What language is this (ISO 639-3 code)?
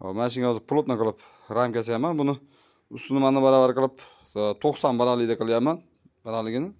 uzb